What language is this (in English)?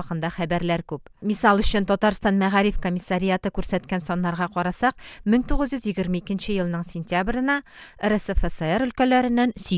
Tatar